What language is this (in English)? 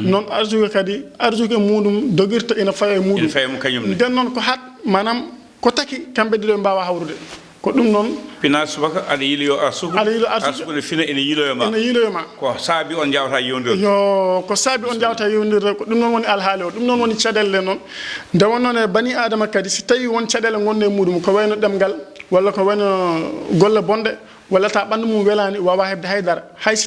Fula